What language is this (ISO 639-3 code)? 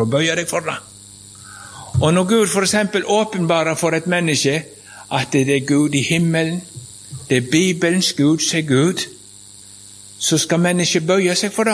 nor